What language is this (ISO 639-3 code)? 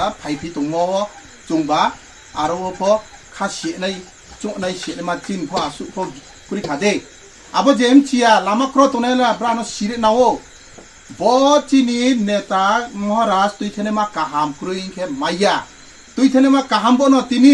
trp